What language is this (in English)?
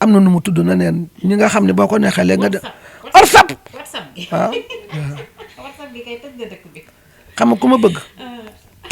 Wolof